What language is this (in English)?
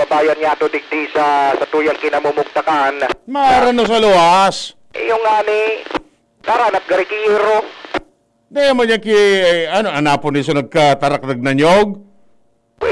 Bikol